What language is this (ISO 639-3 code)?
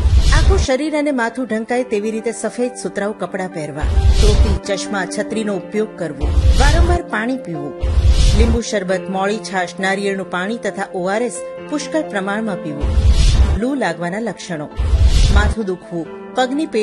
guj